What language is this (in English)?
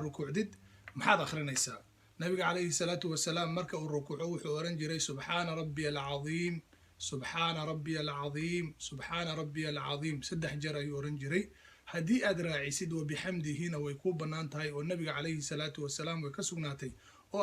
Somali